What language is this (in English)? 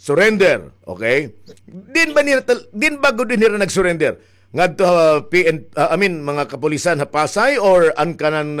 Waray